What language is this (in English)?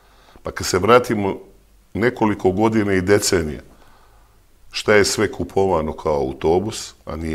Serbian